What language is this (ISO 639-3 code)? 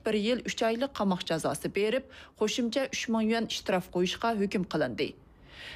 uig